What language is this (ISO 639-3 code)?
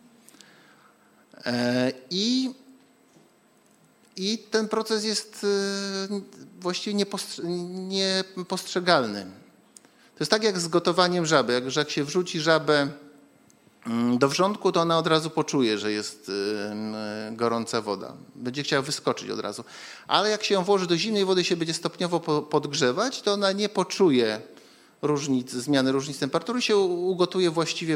pol